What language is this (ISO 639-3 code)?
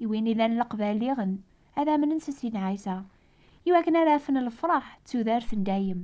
kab